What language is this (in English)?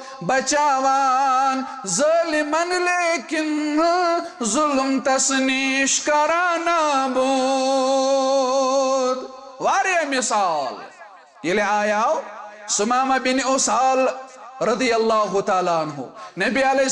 Kashmiri